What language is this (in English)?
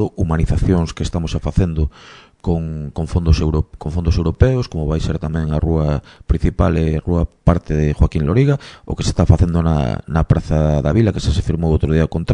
Galician